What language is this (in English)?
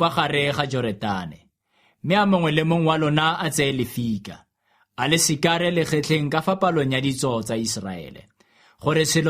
Tswana